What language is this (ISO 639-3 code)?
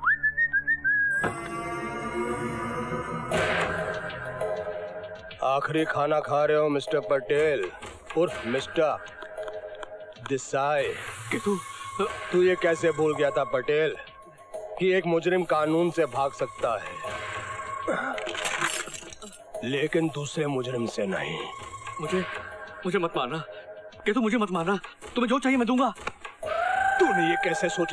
hin